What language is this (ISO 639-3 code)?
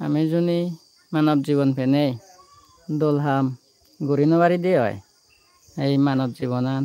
ccp